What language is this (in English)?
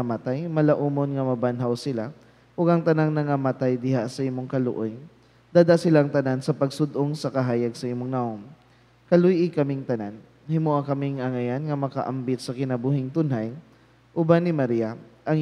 Cebuano